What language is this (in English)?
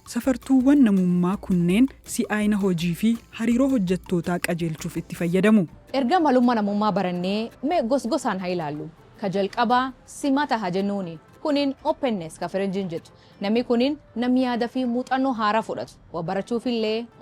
Oromo